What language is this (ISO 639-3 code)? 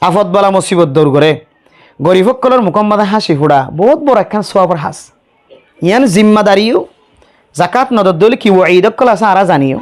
rhg